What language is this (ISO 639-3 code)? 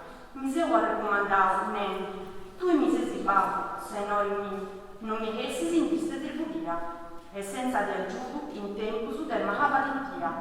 srd